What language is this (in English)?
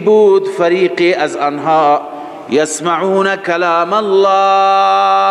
Persian